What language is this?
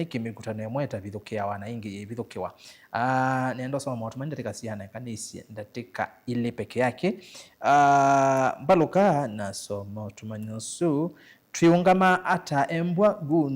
Kamba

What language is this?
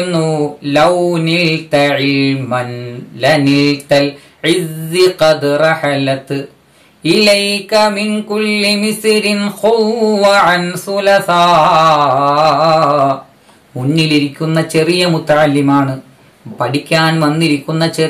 Malayalam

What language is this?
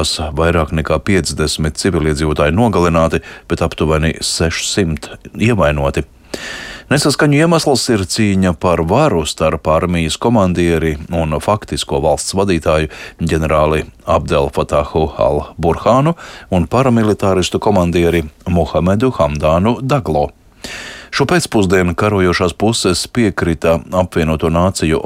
Latvian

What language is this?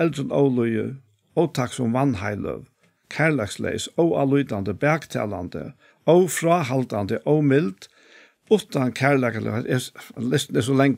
Faroese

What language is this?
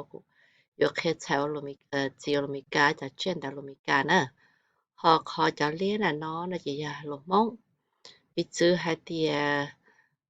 Hmong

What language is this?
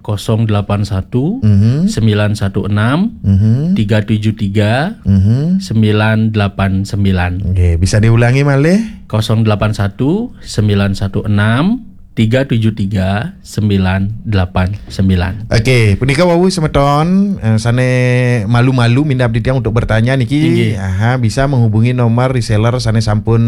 Balinese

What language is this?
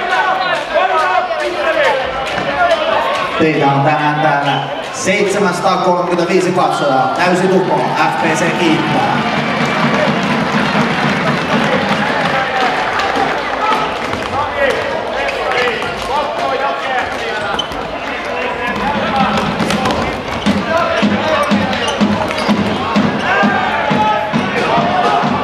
Finnish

